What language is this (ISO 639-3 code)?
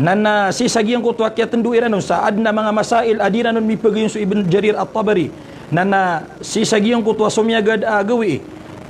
mrw